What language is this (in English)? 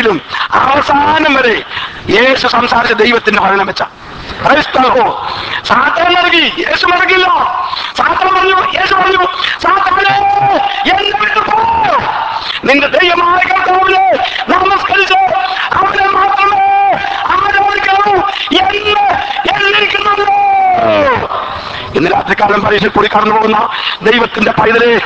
Malayalam